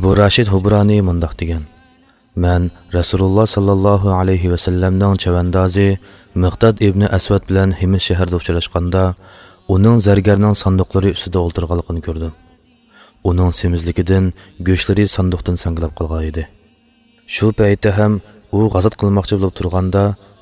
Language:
Uyghur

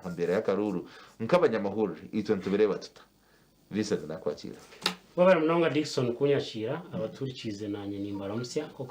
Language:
Nyankole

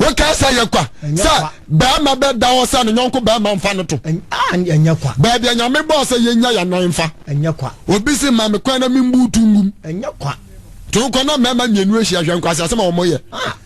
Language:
Akan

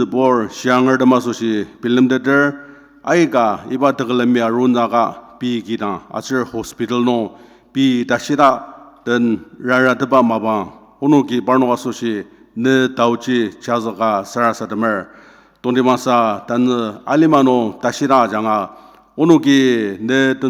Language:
Ao Naga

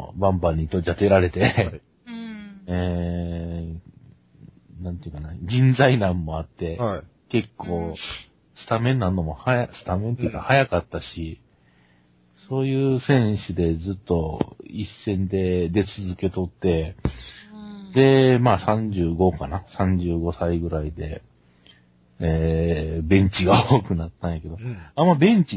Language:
Japanese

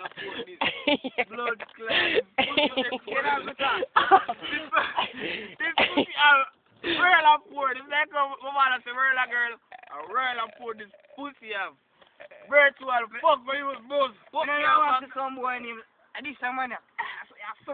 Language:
Jamaican Creole English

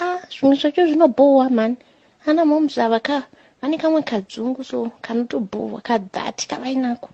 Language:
Shona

